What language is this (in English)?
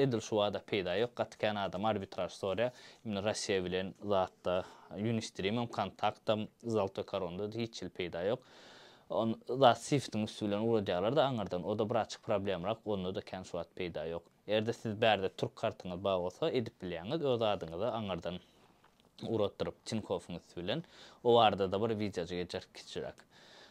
Turkmen